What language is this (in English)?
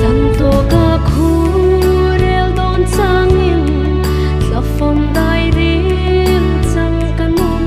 Hmar